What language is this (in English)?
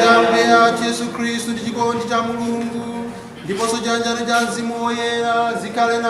Nyanja